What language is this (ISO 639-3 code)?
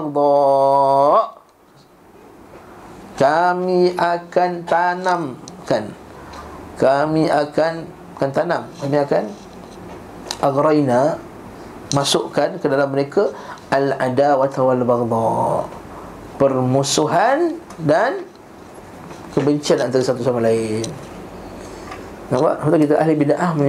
msa